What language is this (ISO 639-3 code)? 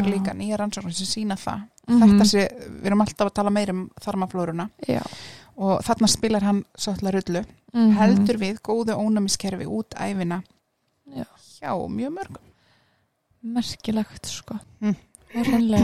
isl